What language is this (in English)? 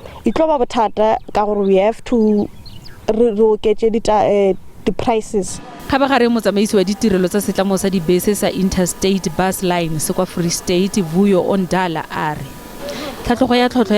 Tswana